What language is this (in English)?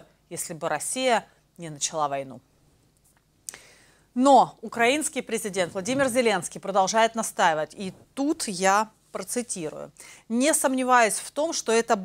Russian